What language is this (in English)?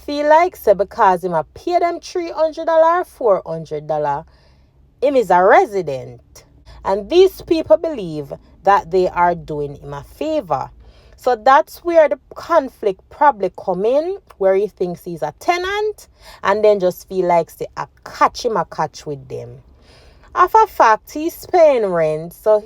Jamaican Creole English